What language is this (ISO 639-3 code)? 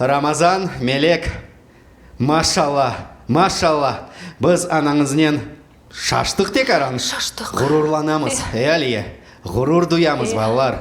crh